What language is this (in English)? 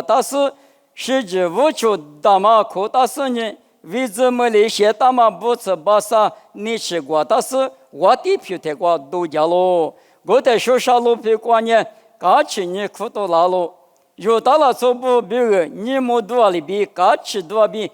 Lisu